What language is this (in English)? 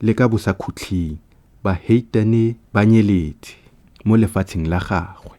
Tswana